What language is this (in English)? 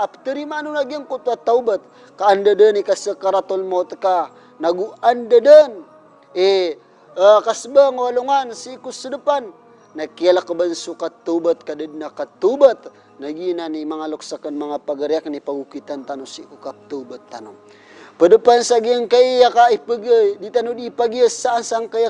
Maranao